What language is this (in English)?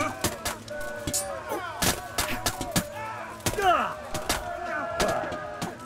Czech